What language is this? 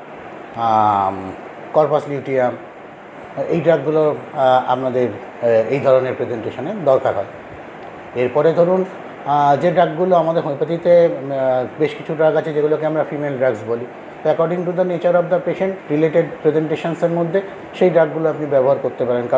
Bangla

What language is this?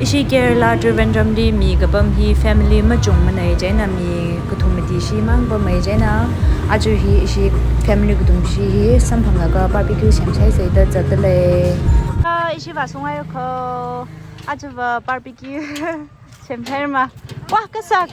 Tangkhul Naga (India)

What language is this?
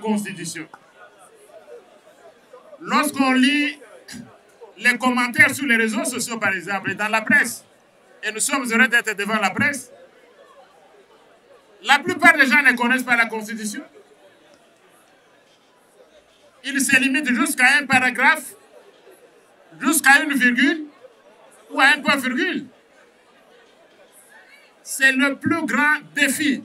French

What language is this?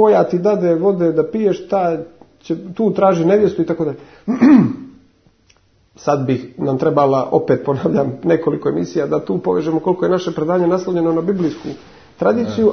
Croatian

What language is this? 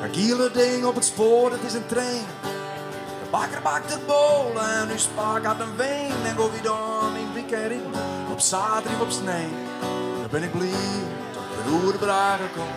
Western Frisian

